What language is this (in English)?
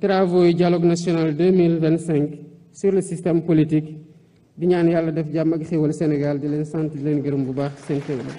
Wolof